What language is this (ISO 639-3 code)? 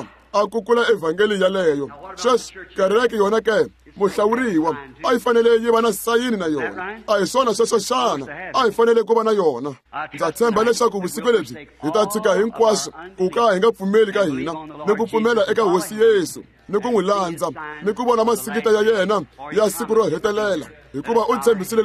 tso